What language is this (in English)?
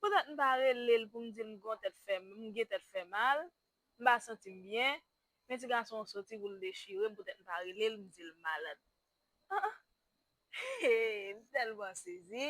Haitian Creole